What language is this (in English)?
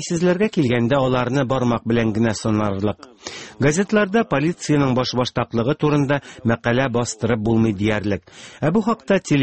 Tatar